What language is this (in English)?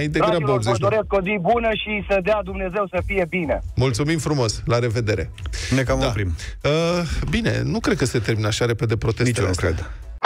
Romanian